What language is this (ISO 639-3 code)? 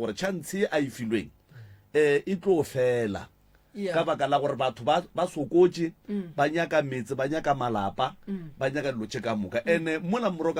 nso